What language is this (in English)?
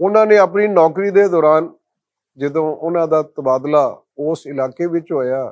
Western Panjabi